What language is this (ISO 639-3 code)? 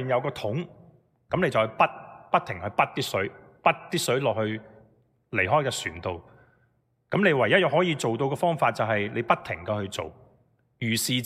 yue